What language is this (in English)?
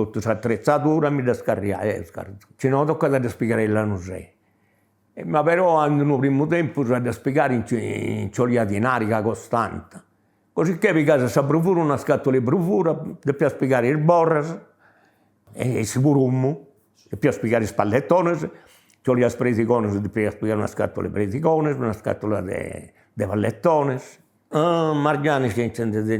Sardinian